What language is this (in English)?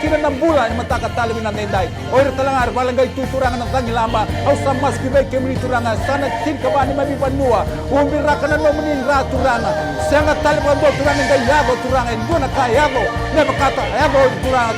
Fijian